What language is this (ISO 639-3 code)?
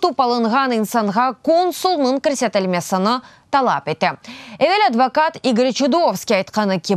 crh